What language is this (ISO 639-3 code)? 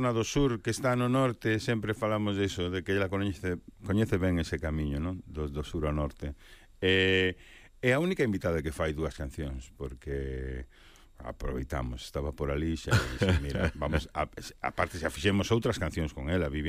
glg